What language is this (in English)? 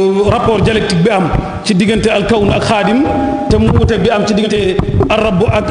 Wolof